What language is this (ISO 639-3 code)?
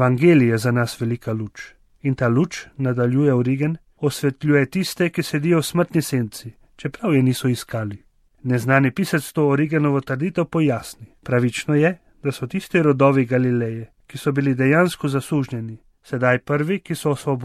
slv